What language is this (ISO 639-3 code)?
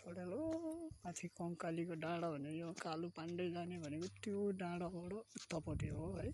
nep